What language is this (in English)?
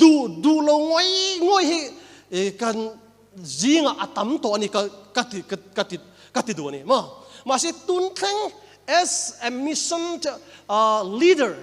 Mizo